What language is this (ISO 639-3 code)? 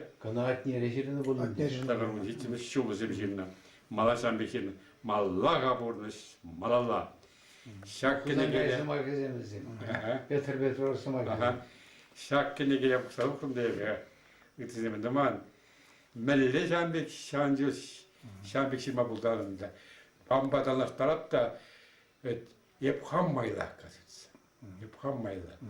chv